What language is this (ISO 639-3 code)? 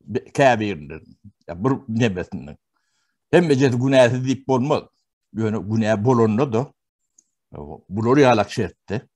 tuk